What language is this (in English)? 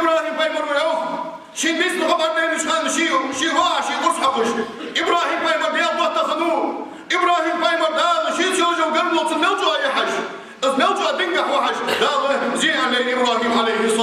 Ingush